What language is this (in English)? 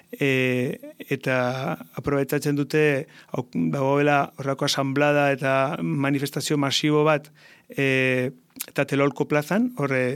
Basque